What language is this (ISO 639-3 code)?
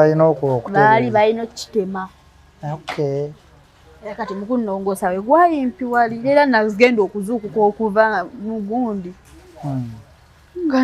lug